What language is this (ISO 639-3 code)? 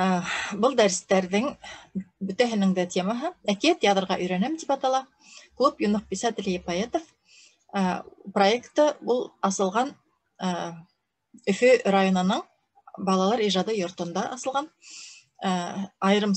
bak